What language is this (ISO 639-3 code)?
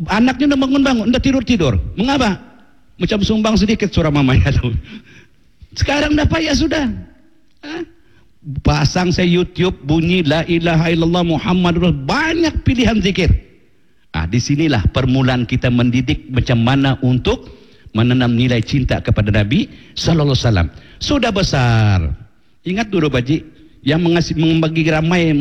msa